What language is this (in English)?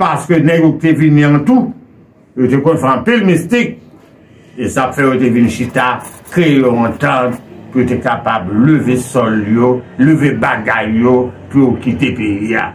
Haitian Creole